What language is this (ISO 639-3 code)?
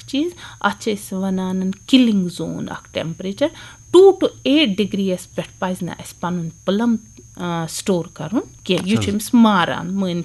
kas